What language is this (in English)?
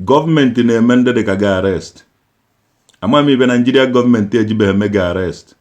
Igbo